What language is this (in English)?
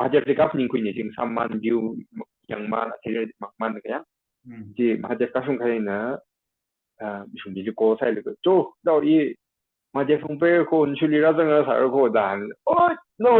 Tangkhul Naga (India)